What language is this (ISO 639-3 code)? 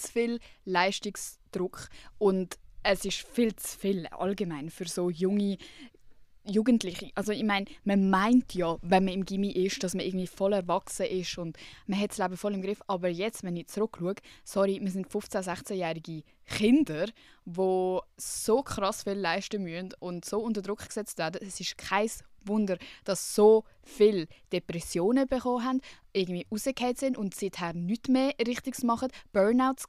gsw